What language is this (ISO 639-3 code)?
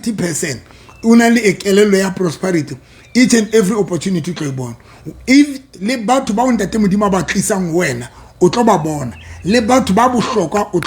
sot